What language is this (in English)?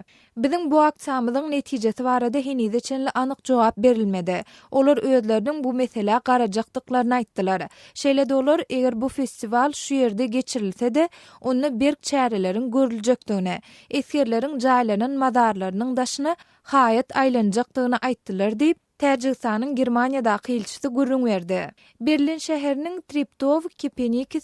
Turkmen